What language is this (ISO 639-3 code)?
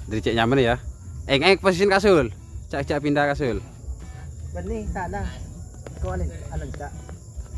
mad